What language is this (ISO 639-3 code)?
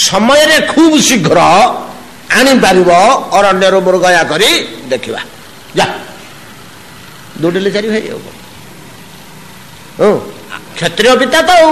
ori